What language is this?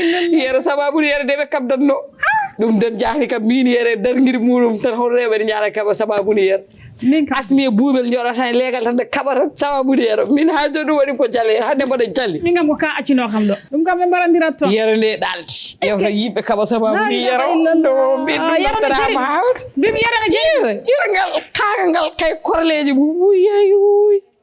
Fula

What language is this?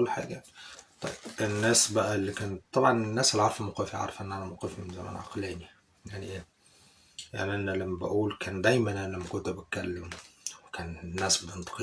Egyptian Arabic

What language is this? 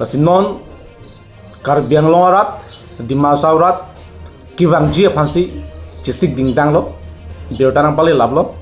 Karbi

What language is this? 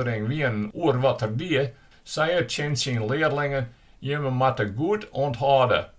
Western Frisian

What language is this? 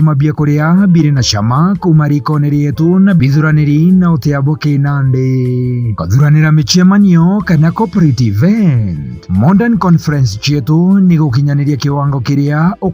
Meru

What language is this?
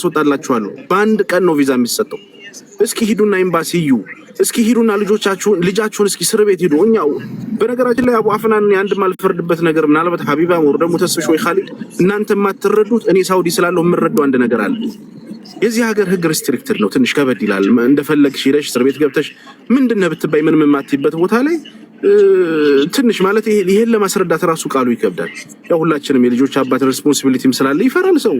Amharic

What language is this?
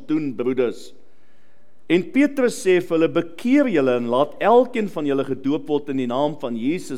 Afrikaans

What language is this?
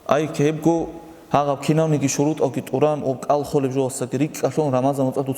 Avaric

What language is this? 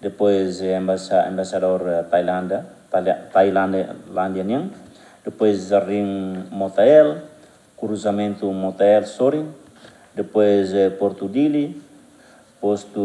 Tetum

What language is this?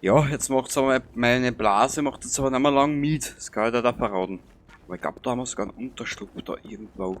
Bavarian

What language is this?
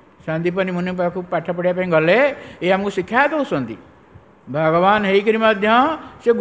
Odia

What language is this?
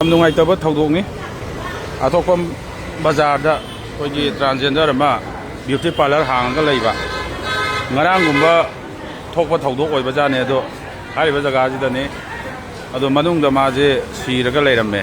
Manipuri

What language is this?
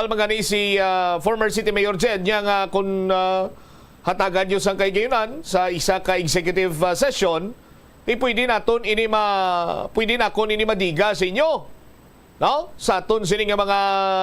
Hiligaynon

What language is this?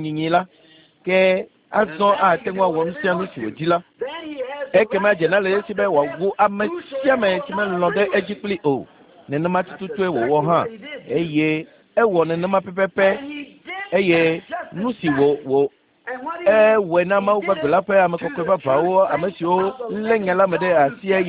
Ewe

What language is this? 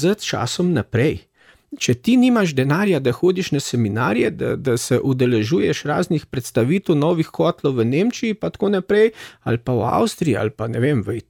Slovenian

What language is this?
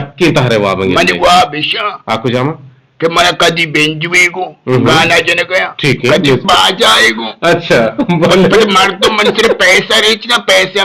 Eastern Balochi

